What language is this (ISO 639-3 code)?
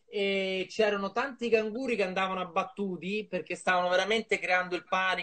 ita